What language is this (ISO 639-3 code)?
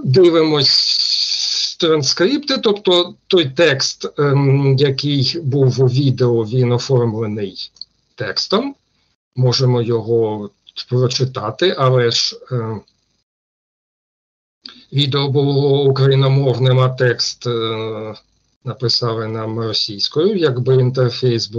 ukr